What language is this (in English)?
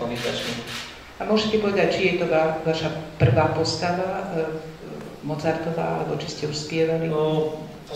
Slovak